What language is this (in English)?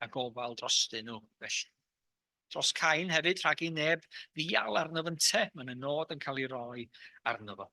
Welsh